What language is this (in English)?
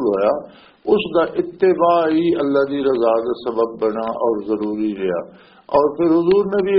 Western Panjabi